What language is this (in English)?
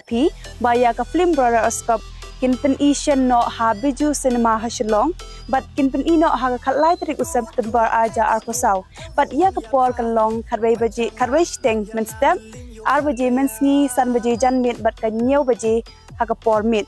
Khasi